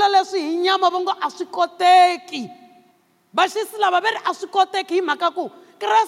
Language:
Tsonga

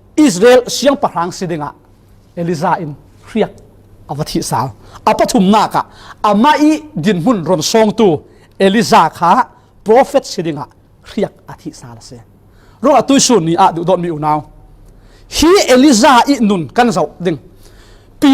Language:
Falam Chin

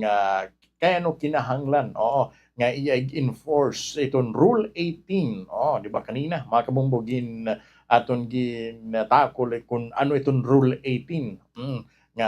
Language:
Waray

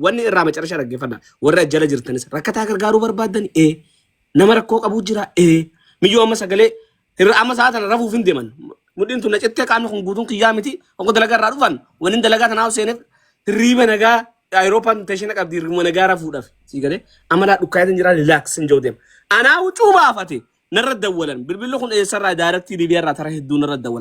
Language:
Oromo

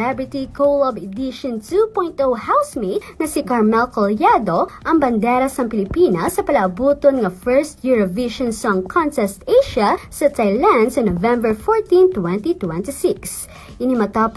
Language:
Hiligaynon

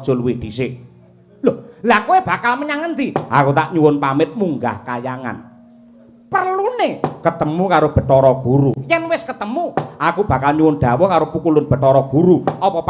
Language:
Javanese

